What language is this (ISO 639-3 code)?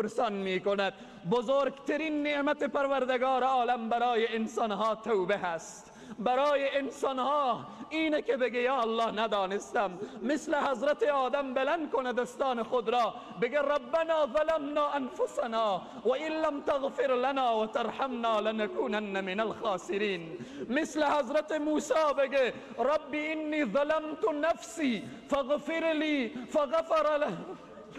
fas